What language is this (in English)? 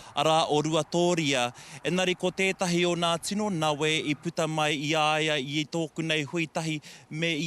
Māori